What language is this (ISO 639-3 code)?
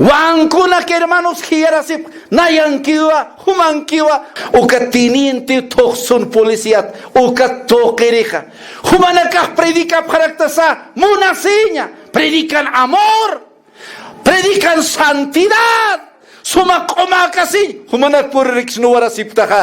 aym